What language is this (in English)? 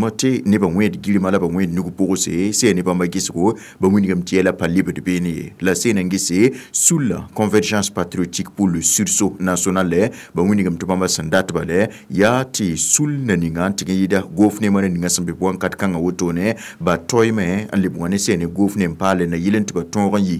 Mossi